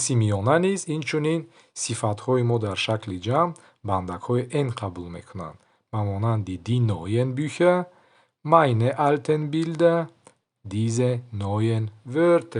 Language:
Tajik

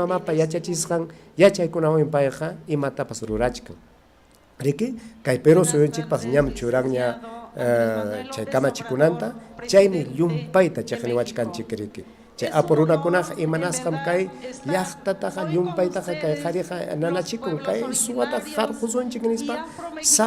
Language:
Ayacucho Quechua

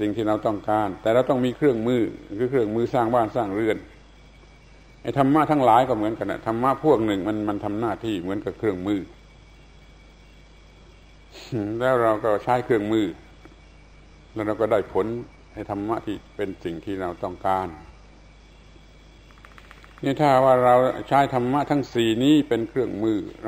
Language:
Thai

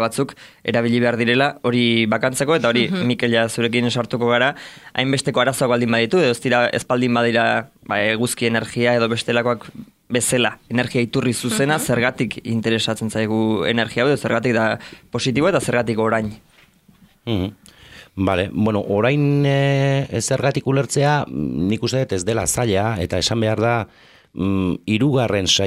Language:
Basque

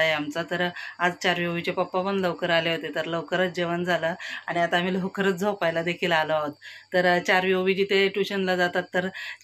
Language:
Marathi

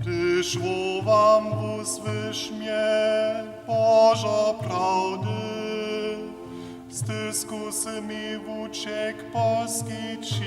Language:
Upper Sorbian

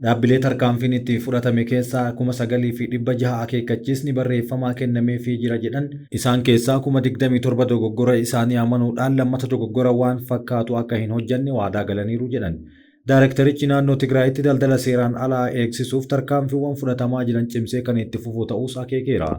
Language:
Oromo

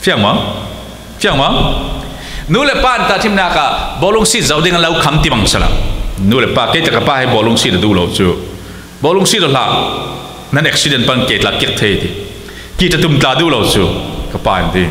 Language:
Falam Chin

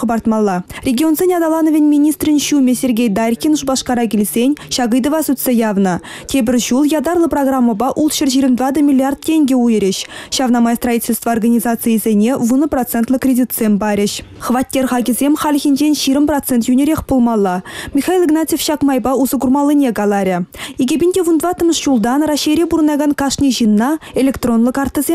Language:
Chuvash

